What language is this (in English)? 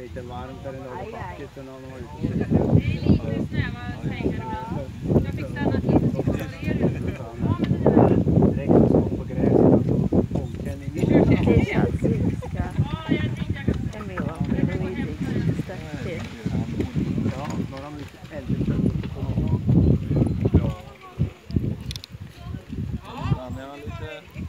Swedish